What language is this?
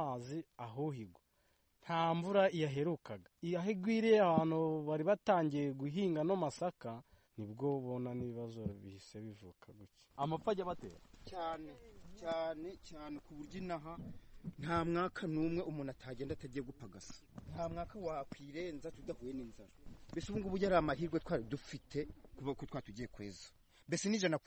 Kinyarwanda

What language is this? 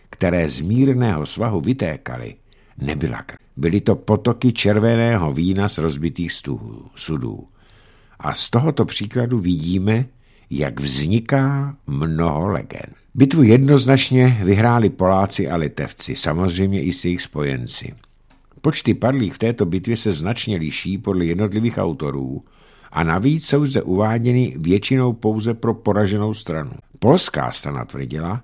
Czech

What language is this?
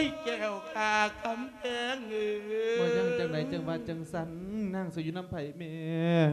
Lao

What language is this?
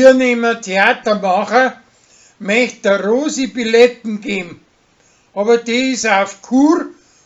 Bavarian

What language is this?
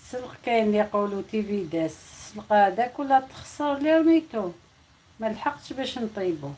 Algerian Arabic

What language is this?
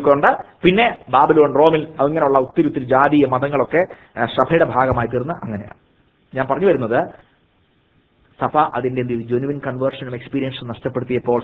Malayalam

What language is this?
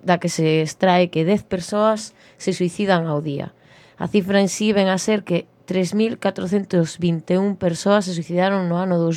Galician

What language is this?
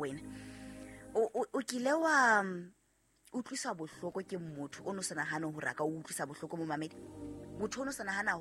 Southern Sotho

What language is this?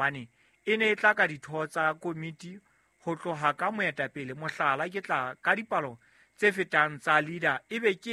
Southern Sotho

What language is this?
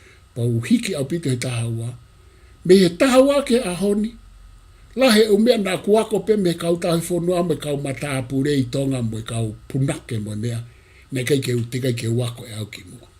Tongan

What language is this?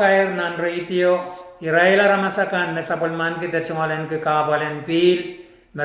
Pohnpeian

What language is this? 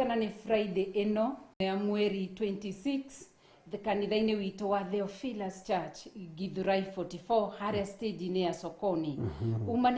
Kikuyu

